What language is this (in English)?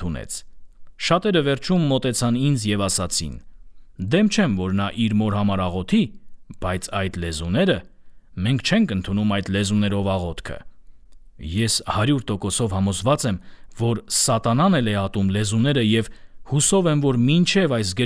Armenian